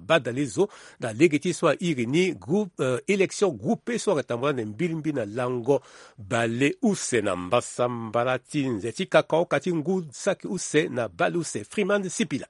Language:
Sango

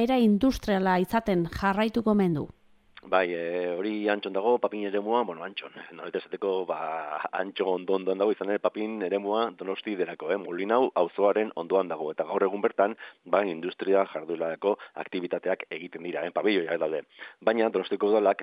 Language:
Basque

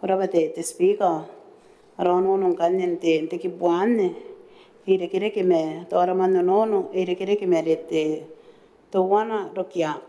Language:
Gilbertese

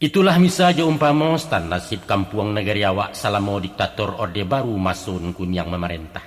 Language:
Minangkabau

